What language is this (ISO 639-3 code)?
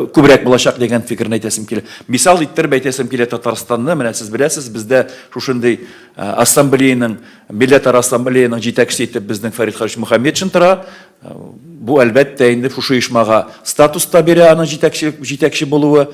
tat